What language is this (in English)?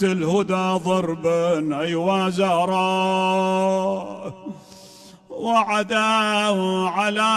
Mesopotamian Arabic